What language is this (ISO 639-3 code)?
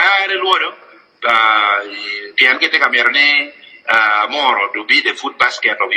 ach